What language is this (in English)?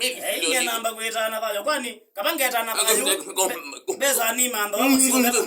Kamba